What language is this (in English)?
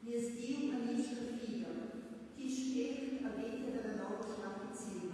Romansh